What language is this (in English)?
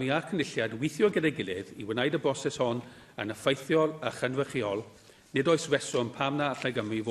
Welsh